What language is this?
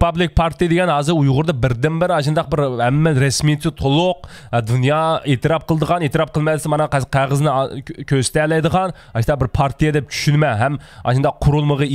Uyghur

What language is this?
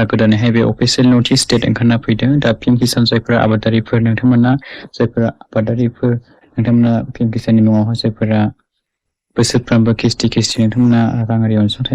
Bodo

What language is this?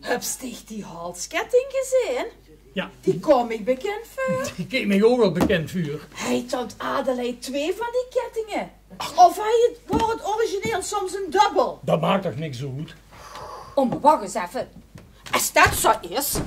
Limburgish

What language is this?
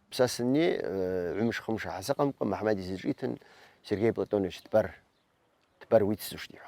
Abkhazian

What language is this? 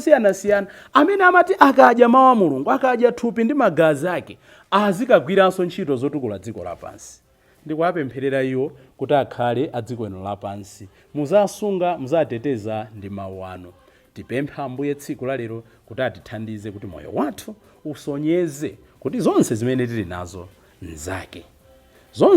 Nyanja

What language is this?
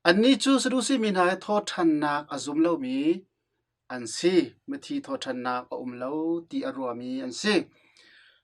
Hakha Chin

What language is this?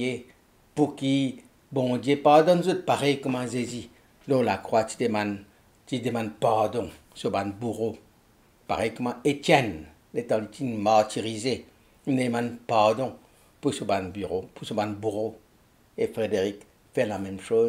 Morisyen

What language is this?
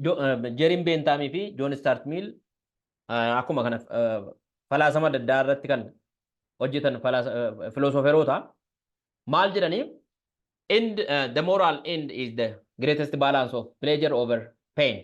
Oromo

